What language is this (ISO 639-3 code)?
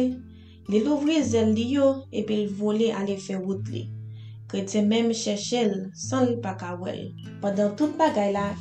hat